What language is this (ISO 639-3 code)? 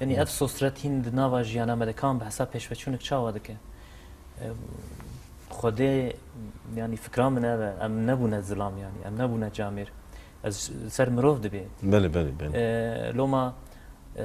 kur